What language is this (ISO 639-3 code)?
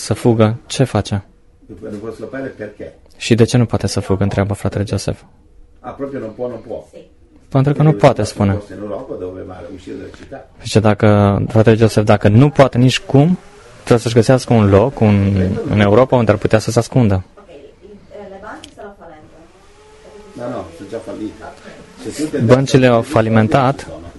ron